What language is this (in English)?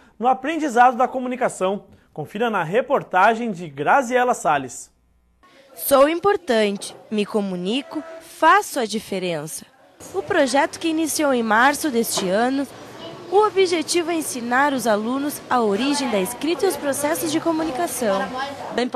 Portuguese